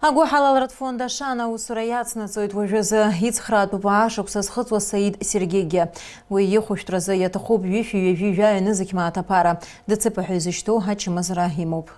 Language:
Abkhazian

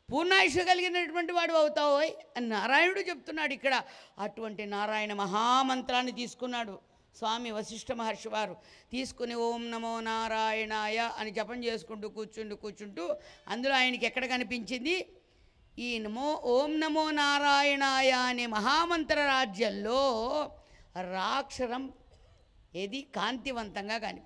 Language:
Telugu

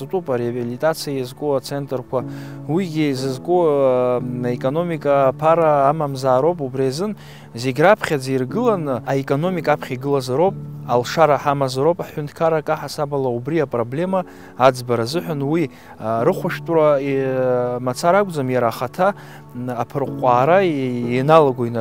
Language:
Abkhazian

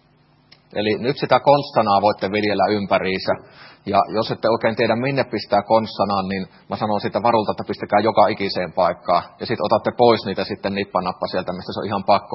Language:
Finnish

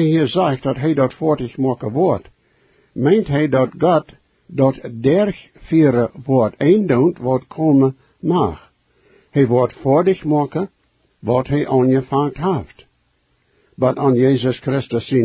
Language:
Plautdietsch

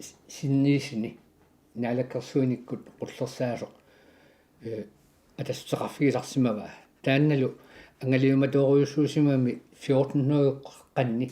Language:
Kalaallisut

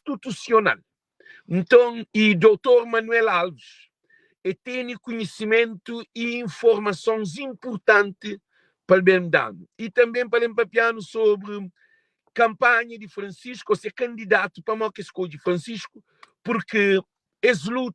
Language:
Kabuverdianu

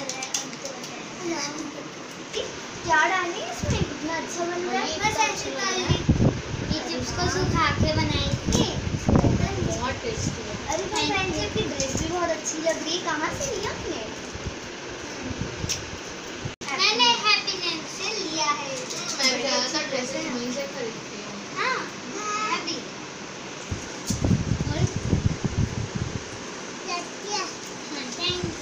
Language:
Hindi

